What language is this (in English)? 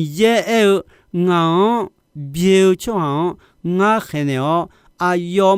Akha